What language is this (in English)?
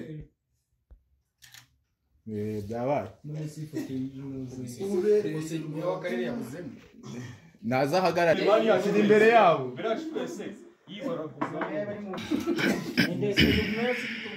Kinyarwanda